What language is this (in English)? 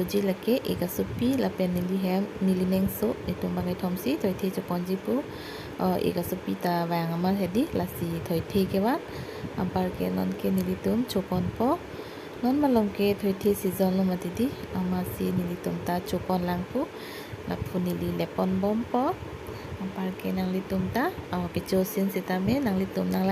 Karbi